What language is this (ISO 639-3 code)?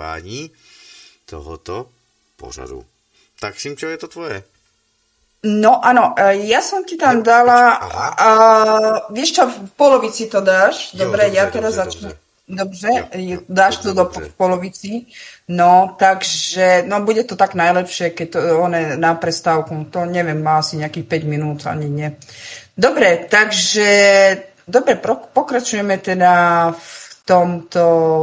slk